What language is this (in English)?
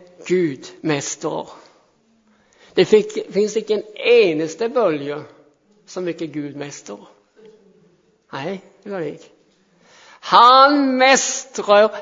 Swedish